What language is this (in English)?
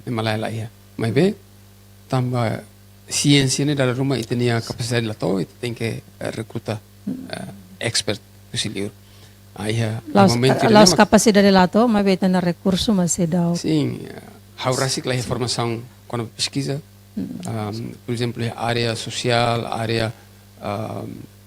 Tetum